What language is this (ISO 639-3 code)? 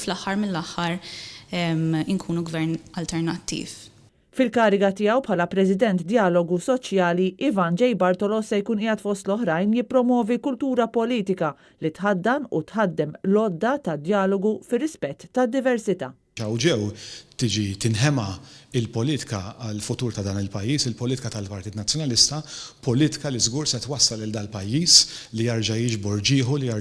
mlt